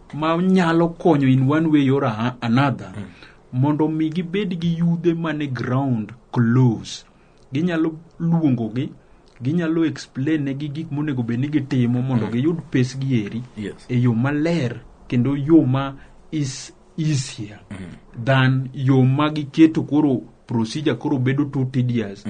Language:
Luo (Kenya and Tanzania)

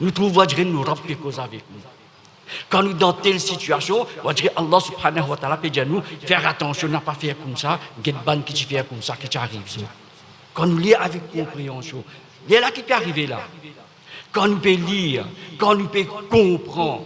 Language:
Morisyen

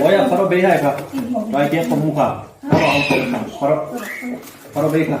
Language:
Hmar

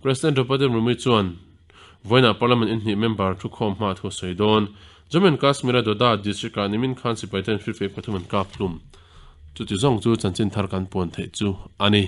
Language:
Mizo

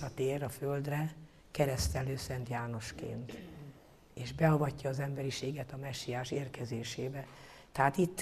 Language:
Hungarian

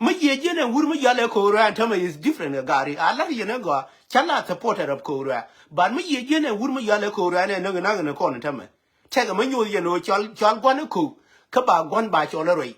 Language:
Nuer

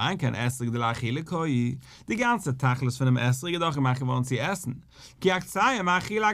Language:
Yiddish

